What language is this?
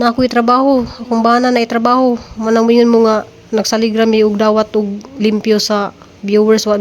Cebuano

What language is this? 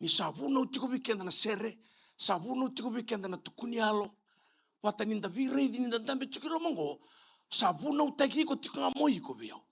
Fijian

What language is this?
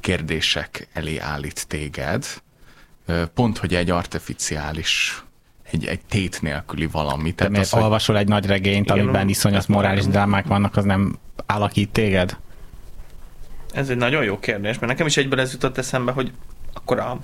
Hungarian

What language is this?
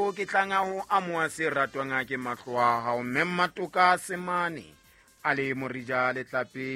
Southern Sotho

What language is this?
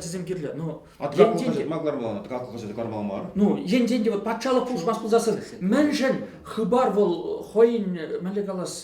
Chuvash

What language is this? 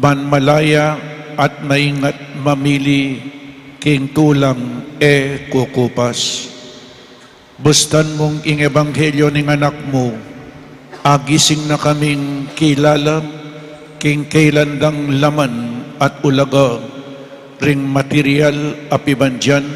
Pampanga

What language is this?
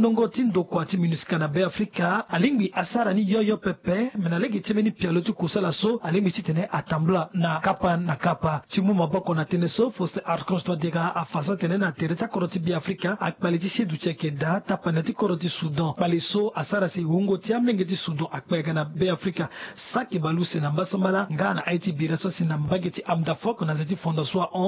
Sango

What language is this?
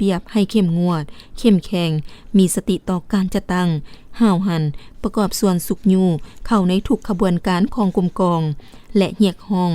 Lao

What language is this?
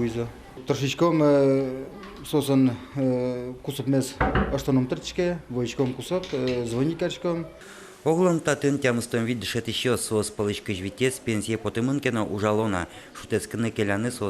Udmurt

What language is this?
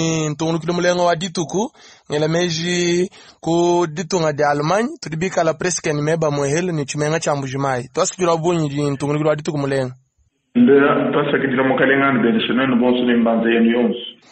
Luba-Lulua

